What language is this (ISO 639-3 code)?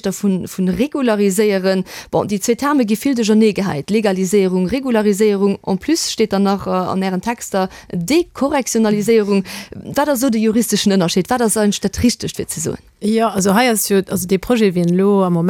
ltz